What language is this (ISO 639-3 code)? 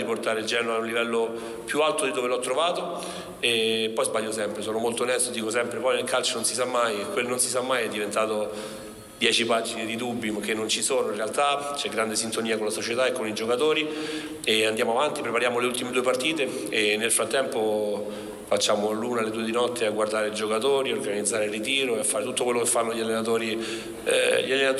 ita